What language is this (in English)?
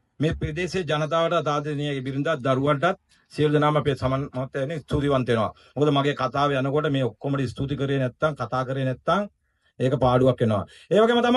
Sinhala